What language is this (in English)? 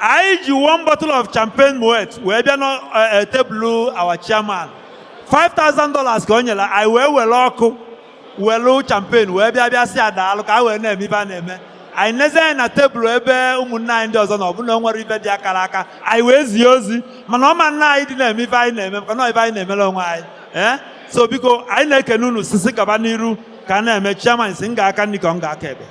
Igbo